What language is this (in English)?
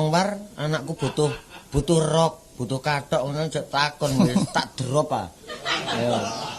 Javanese